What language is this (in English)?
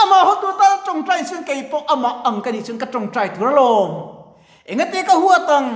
Mizo